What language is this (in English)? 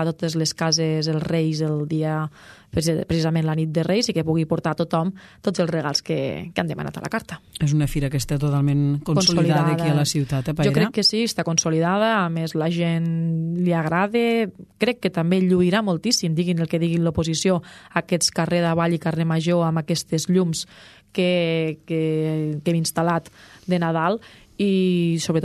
Catalan